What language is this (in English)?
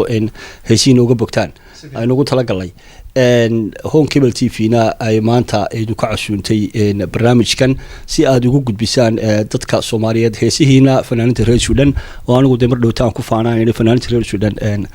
Somali